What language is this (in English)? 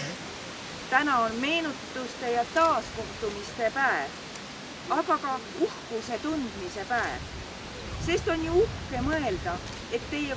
Estonian